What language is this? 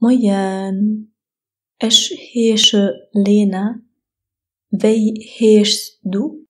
Luxembourgish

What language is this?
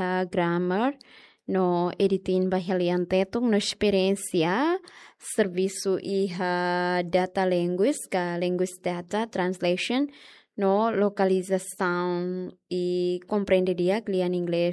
Tetum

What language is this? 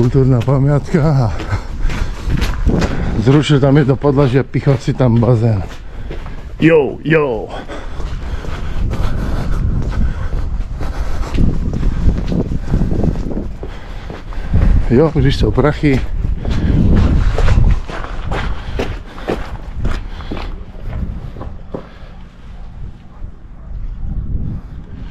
Slovak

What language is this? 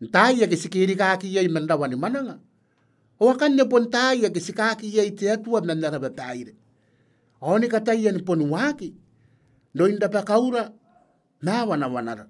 Gilbertese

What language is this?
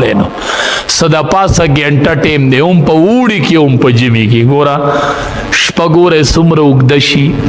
Pashto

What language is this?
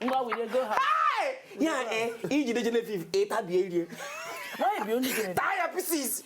Nigerian Pidgin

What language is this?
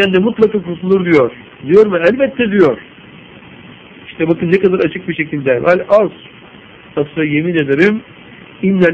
Turkish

